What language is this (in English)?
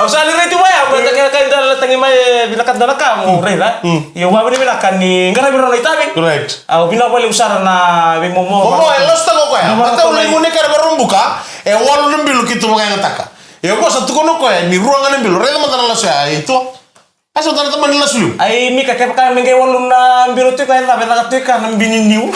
Fijian